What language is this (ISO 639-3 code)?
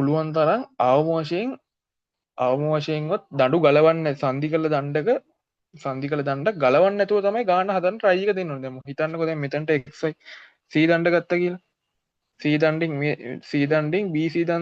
sin